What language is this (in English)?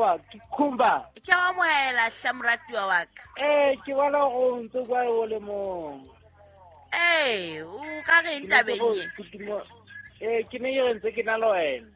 Southern Sotho